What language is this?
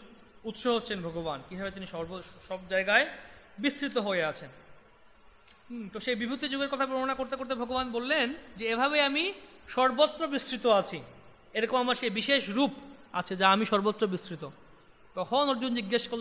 Bangla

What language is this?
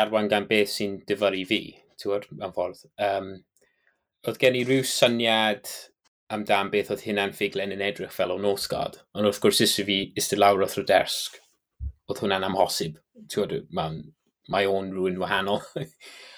Welsh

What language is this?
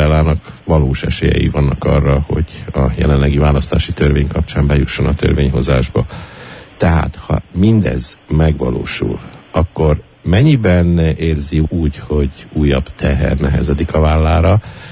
Hungarian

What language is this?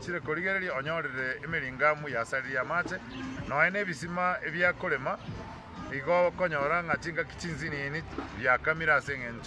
Gusii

